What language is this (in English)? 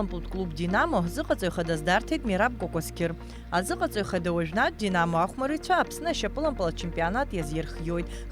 Abkhazian